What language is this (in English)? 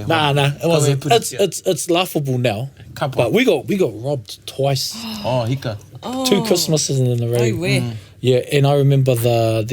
Māori